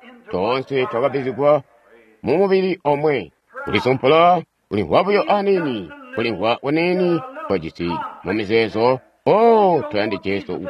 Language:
Tonga (Zambia)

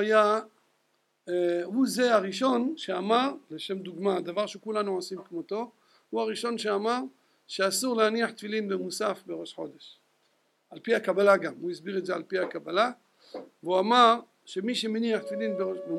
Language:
Hebrew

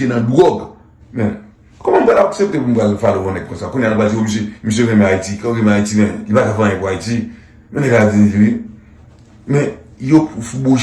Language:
Haitian Creole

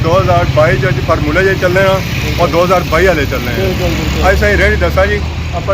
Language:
Pahari-Potwari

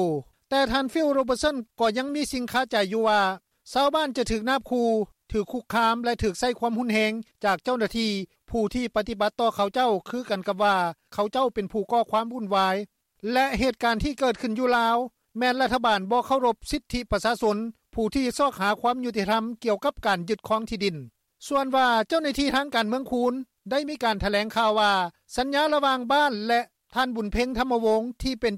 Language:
Lao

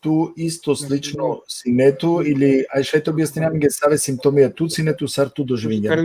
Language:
Balkan Romani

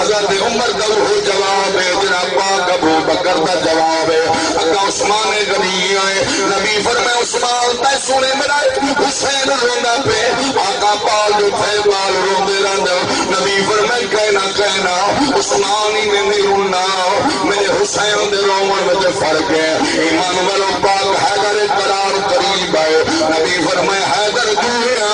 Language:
Saraiki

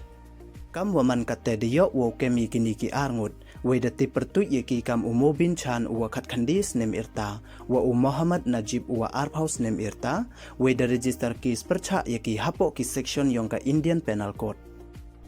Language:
Pnar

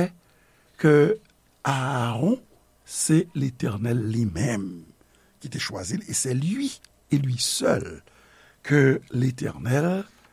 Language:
Haitian Creole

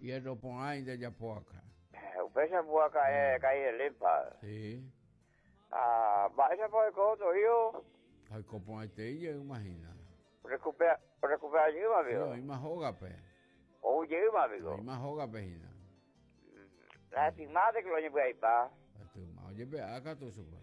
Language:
Guarani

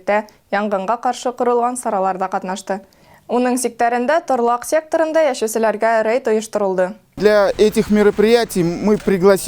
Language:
Bashkir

